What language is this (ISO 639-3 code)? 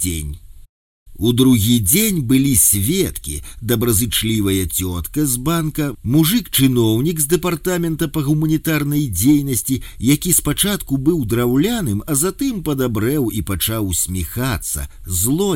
bel